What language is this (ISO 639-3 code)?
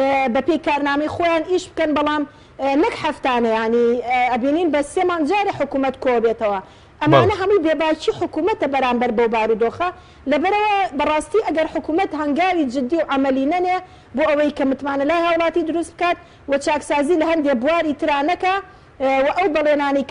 ckb